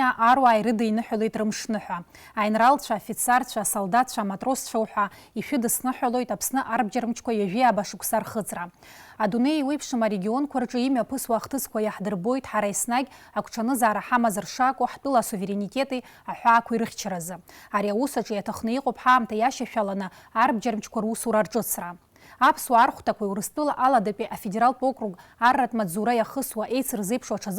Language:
Abkhazian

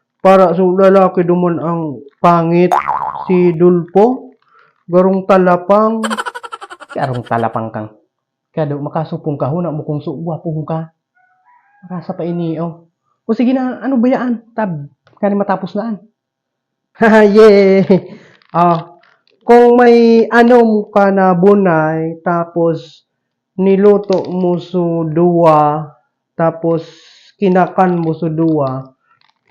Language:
Bikol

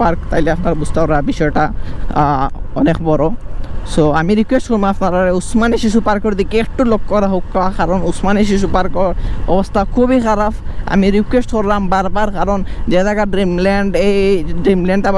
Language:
Sylheti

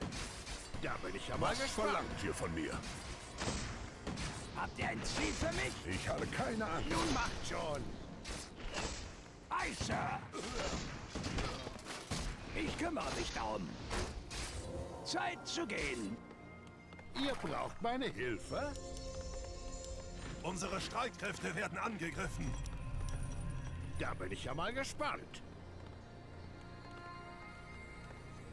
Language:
German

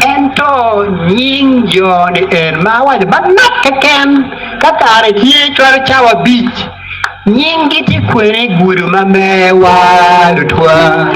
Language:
Acoli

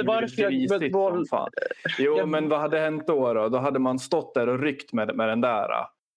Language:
Swedish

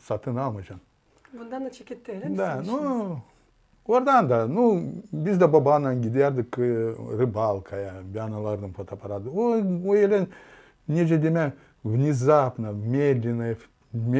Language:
Gagauz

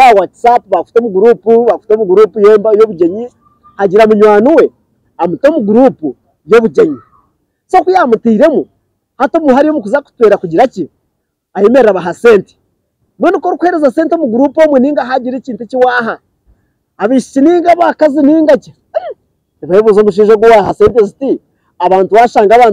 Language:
Nyankole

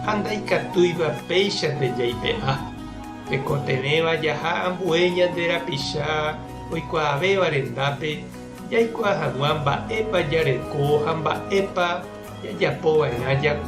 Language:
Guarani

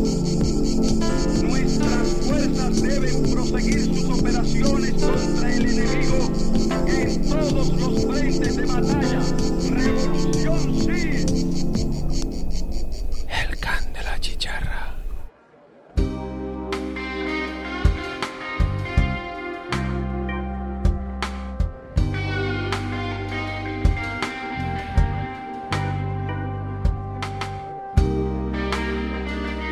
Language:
Catalan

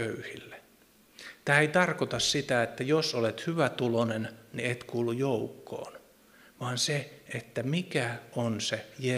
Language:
Finnish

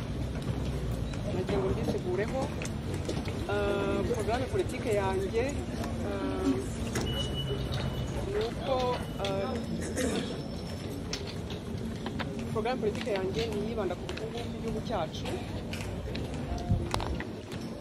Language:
Kinyarwanda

